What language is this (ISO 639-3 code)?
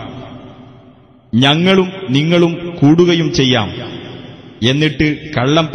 mal